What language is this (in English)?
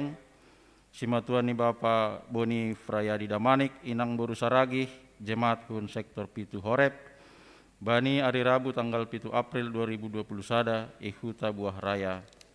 Batak Simalungun